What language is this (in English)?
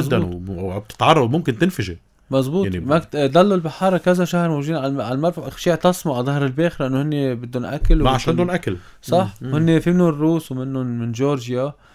North Levantine Arabic